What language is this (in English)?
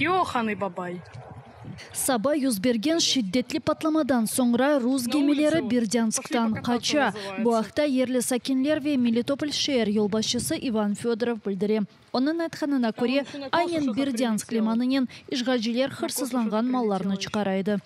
Crimean Tatar